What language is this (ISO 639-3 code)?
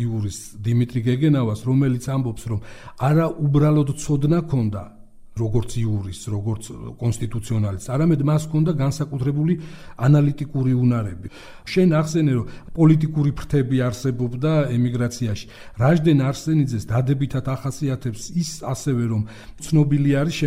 kat